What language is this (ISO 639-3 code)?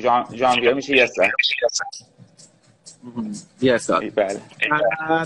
fas